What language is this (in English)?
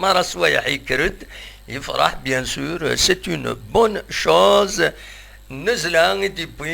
Kabyle